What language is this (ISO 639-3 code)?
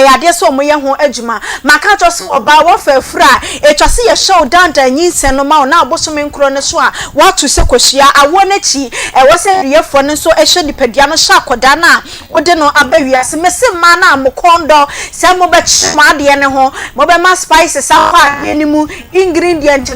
aka